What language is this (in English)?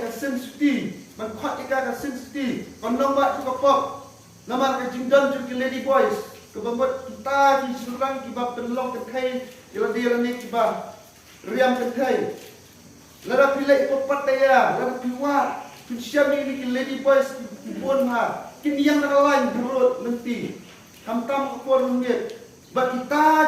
Khasi